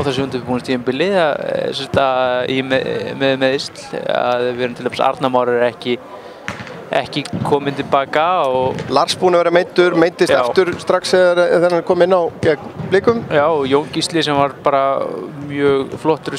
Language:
Icelandic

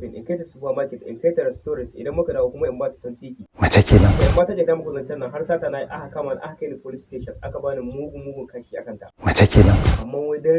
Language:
Hausa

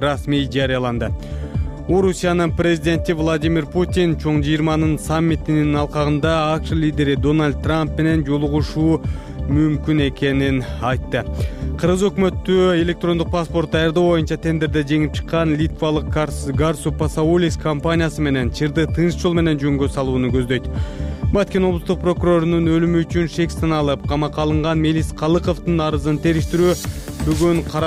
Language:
Kyrgyz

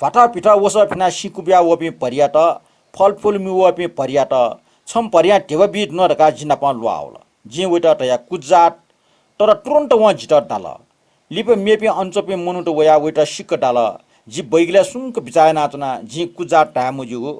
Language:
Newari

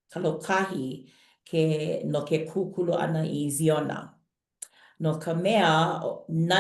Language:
Hawaiian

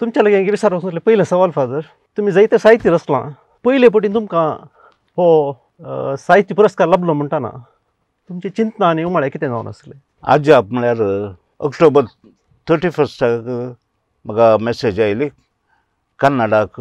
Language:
Konkani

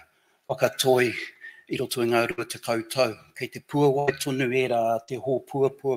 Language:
Māori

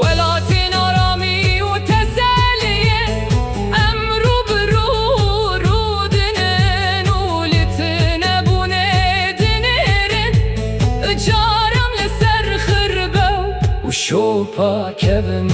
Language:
Kurdish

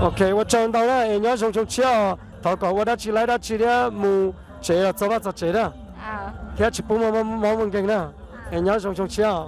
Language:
Hmong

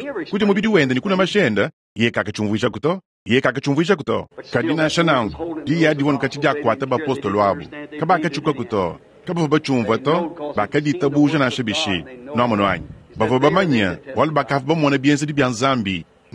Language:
Luba-Lulua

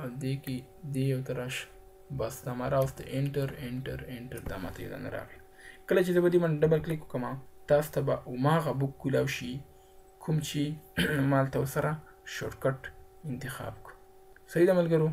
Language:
Pashto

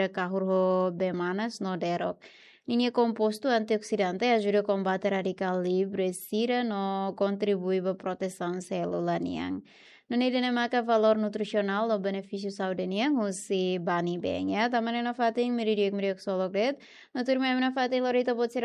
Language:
Tetum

